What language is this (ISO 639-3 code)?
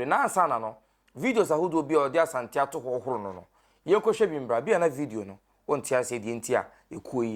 aka